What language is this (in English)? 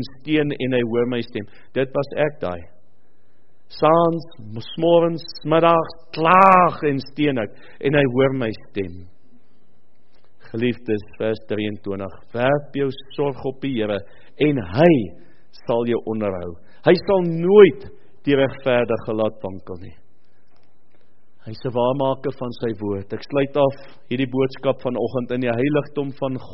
Afrikaans